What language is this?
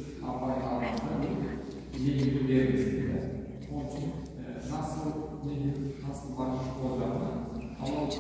Crimean Tatar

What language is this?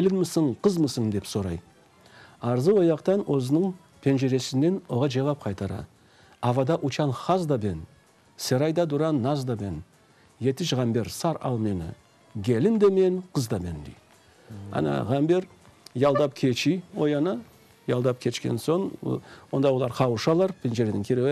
Crimean Tatar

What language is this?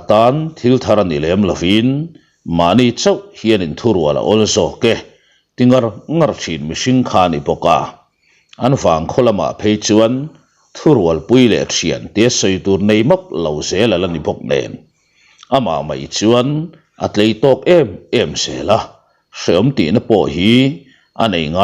Mizo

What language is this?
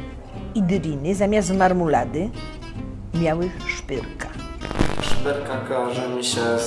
Silesian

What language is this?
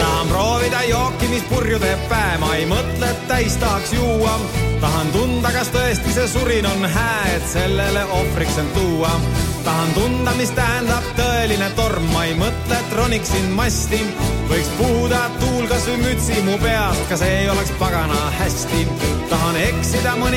Estonian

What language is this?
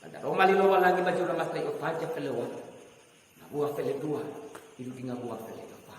Nias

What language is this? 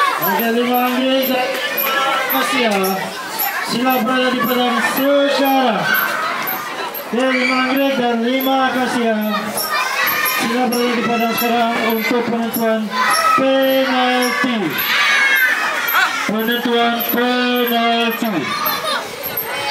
Malay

